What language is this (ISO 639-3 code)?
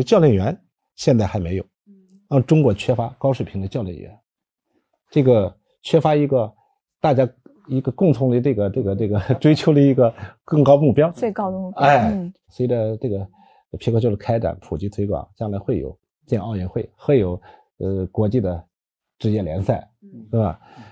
zho